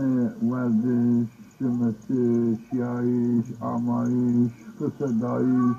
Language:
Zaza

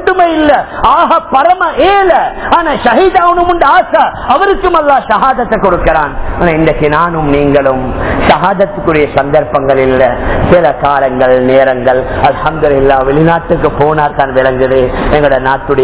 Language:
Tamil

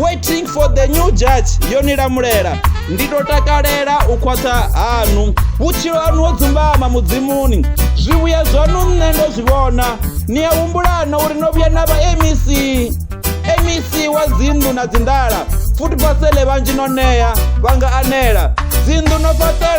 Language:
Venda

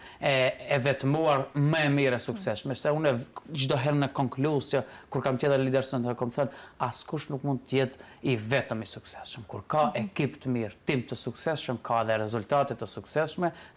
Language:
Albanian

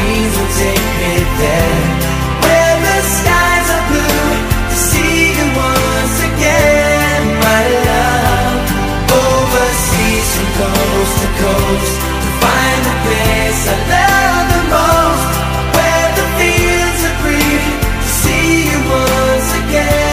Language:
English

